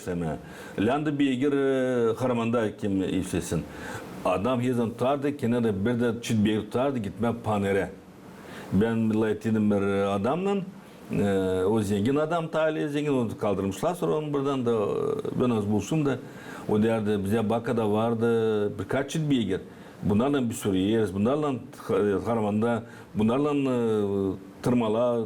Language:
Gagauz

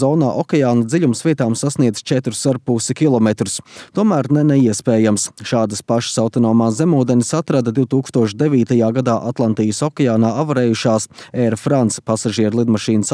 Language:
Latvian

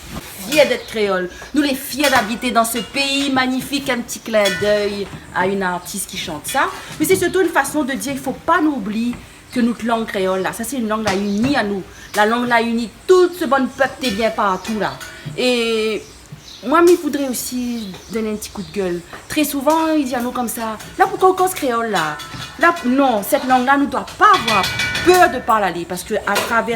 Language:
Réunion Creole French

